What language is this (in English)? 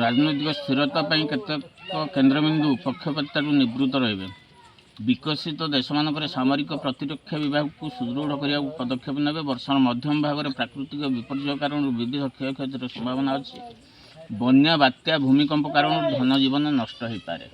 Odia